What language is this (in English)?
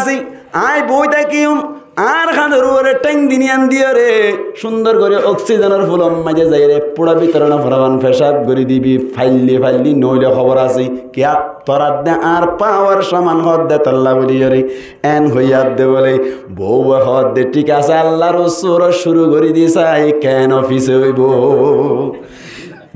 Rohingya